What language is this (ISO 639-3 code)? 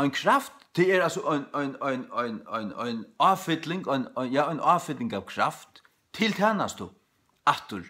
fao